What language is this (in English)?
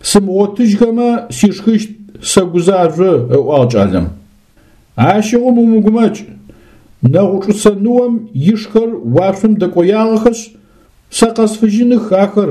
Adyghe